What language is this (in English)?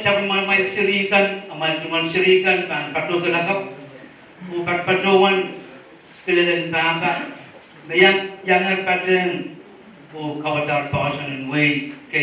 Pohnpeian